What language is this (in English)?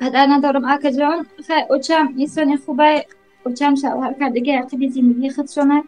Tajik